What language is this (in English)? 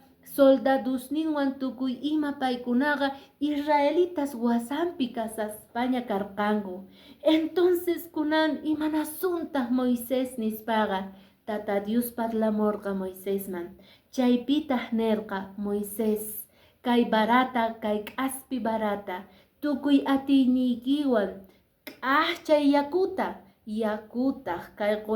Quechua